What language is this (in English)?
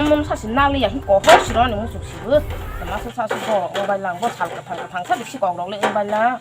Kok Borok